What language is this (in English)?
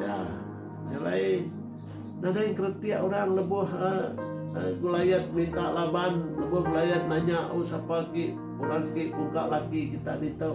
Iban